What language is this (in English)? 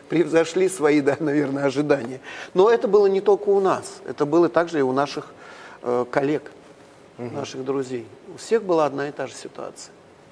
Russian